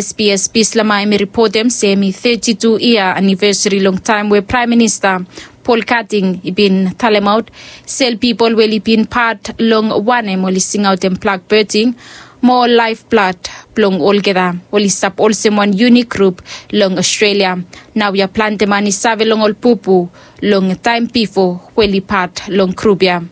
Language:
Bislama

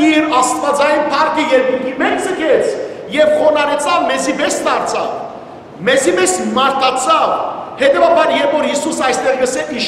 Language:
Western Armenian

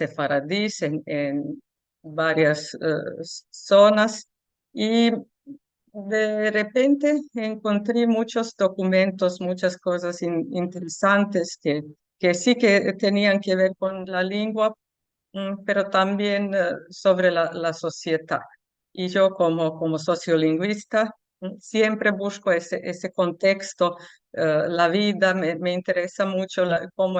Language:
Ladino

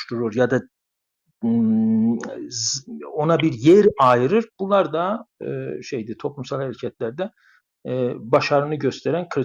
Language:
South Azerbaijani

